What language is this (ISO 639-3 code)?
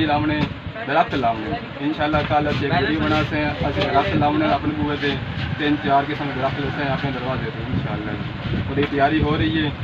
pan